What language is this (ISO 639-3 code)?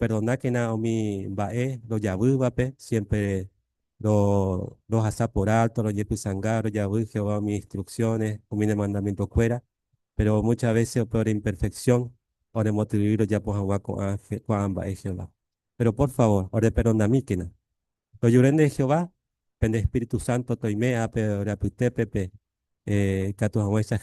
grn